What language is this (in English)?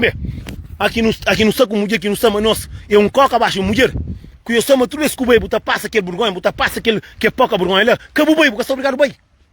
Kabuverdianu